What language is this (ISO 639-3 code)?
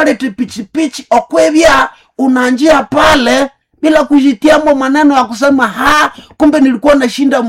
nnb